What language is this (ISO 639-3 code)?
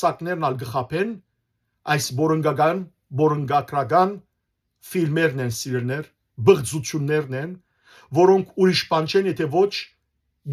hyw